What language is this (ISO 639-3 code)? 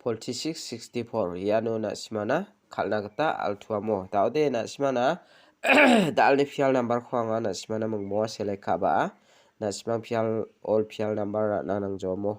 grt